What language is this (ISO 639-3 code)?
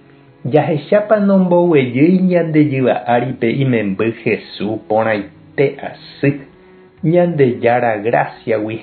grn